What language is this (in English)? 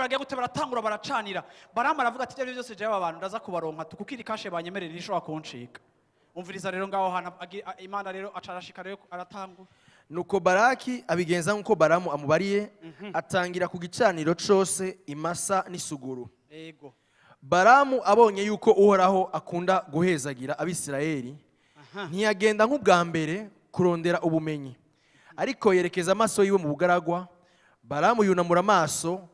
Rundi